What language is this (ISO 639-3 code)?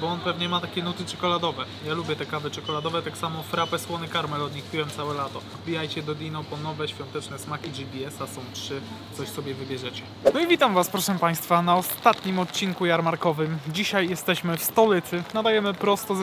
pol